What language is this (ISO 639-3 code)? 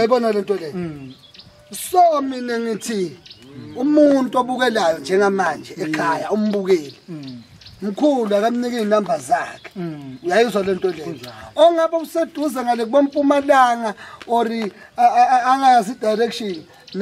zul